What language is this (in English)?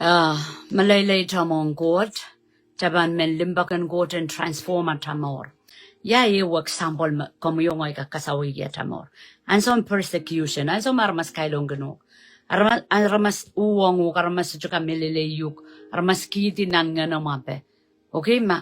Pohnpeian